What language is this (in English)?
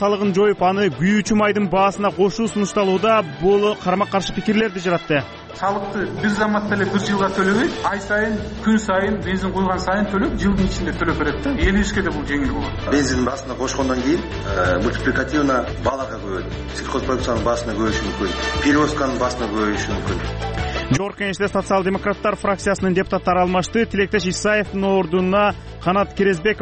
Kyrgyz